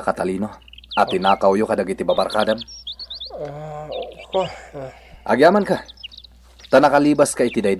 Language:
Iloko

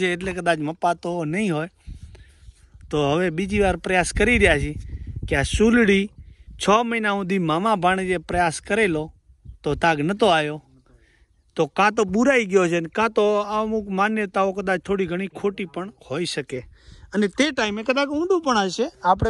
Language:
Gujarati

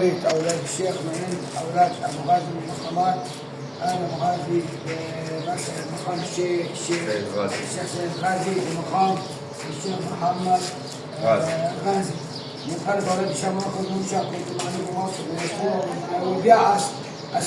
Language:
Egyptian Arabic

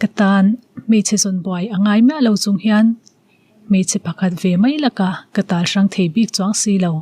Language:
Mizo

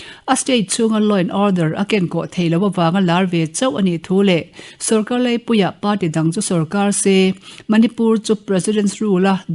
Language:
Mizo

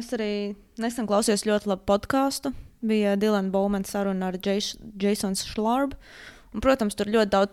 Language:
Latvian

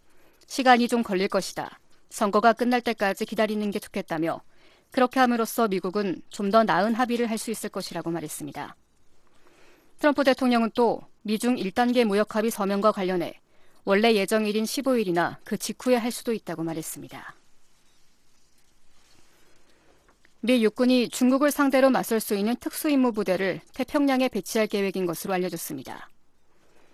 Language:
Korean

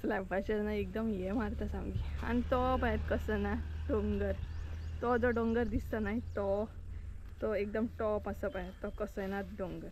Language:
Konkani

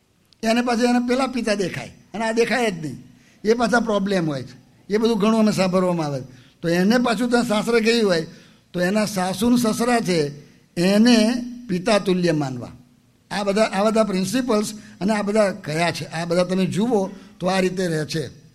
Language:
Gujarati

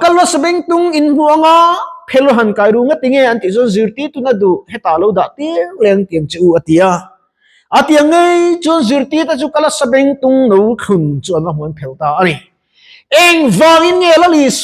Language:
Mizo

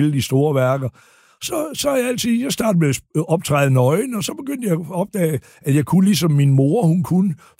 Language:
Danish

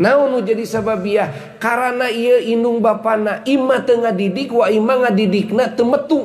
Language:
Sundanese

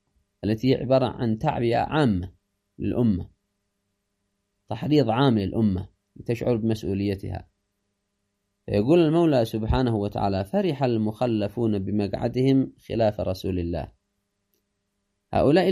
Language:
Arabic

